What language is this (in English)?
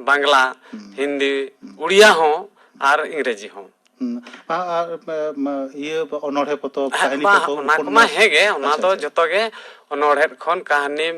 Santali